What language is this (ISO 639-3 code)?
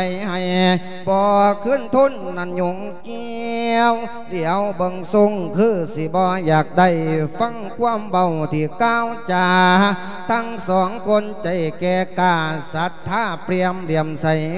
lao